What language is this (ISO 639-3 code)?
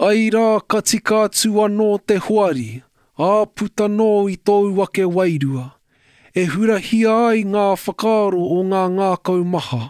mri